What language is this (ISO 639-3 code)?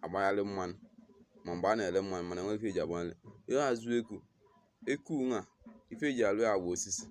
ibo